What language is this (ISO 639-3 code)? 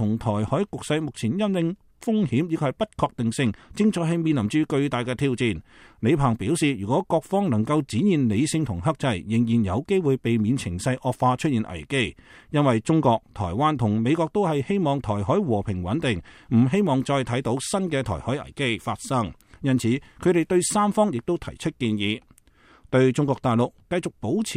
yue